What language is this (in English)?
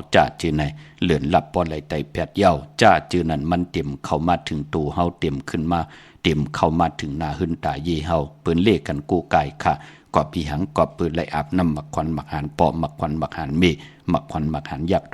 Shan